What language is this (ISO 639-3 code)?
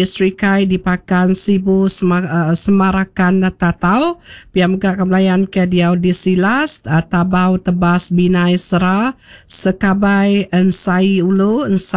iba